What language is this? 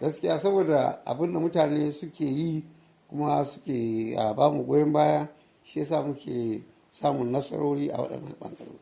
Hausa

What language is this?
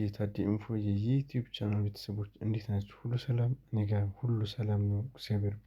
Amharic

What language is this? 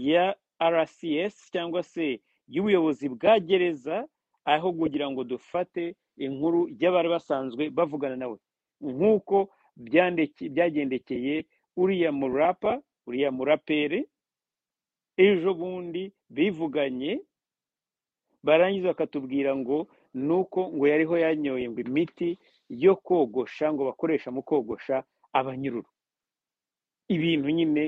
Kinyarwanda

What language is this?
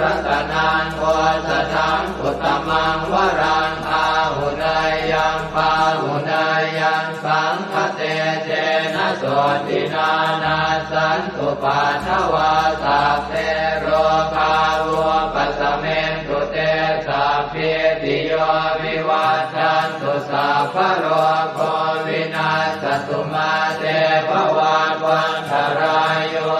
Pali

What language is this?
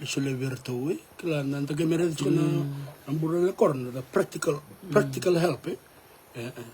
Fijian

